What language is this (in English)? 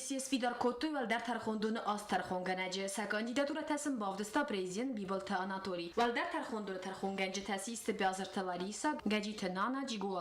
Ossetic